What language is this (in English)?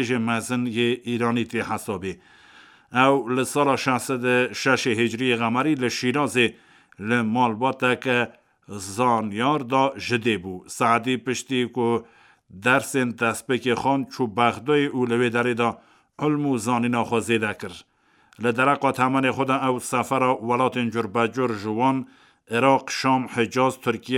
Kurdish